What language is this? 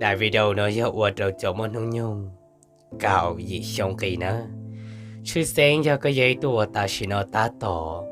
Hmong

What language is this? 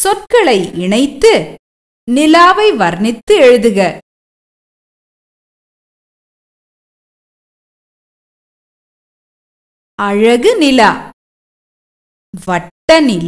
Tamil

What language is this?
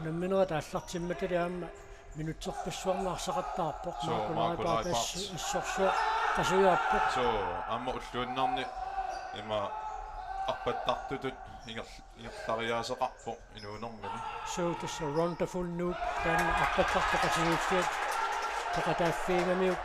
Kalaallisut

